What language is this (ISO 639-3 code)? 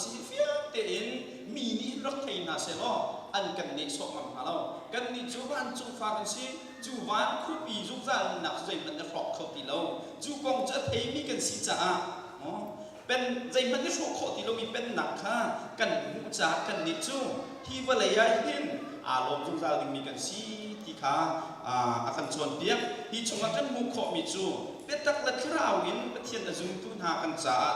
cnh